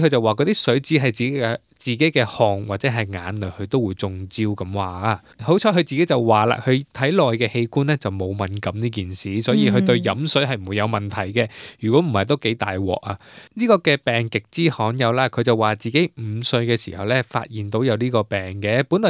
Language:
Cantonese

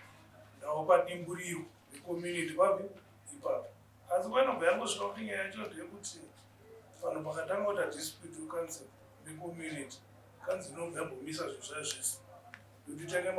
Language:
Shona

